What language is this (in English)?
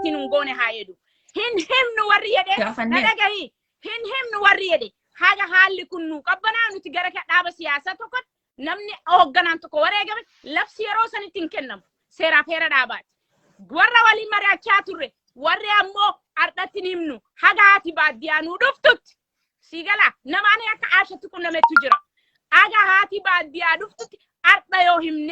Oromo